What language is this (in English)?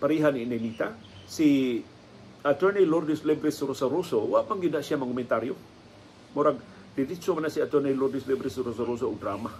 Cebuano